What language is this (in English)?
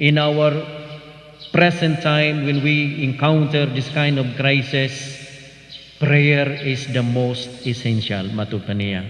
Cebuano